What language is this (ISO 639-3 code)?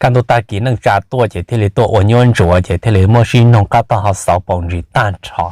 hmn